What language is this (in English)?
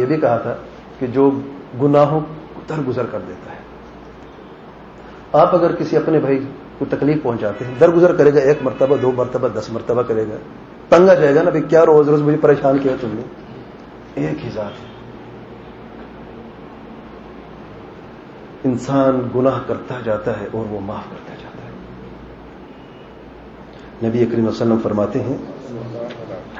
Urdu